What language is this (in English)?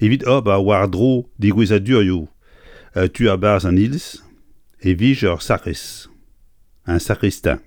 Breton